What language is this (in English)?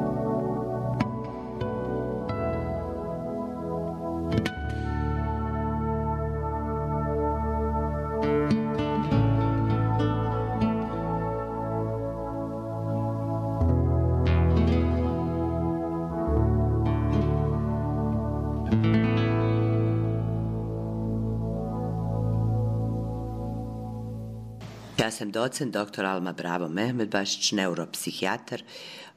Bosnian